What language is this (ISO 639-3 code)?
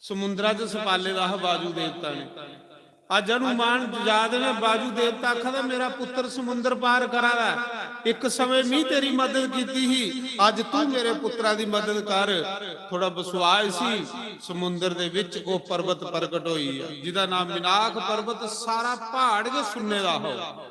doi